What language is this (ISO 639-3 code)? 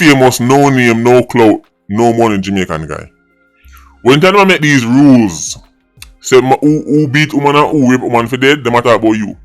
jam